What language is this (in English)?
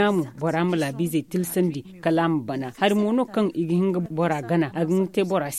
Zarma